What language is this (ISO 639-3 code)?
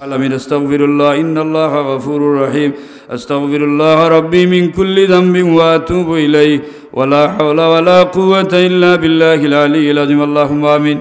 syl